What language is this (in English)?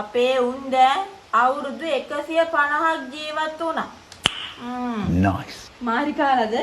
Sinhala